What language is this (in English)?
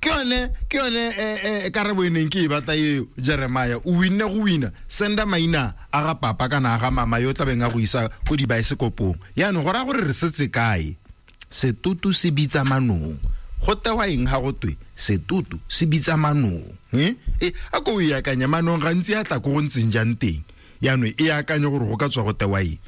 Tswana